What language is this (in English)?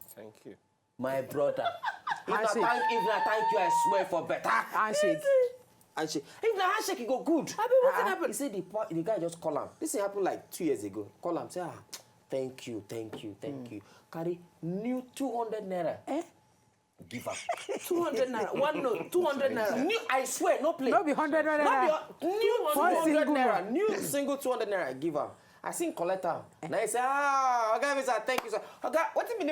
Nigerian Pidgin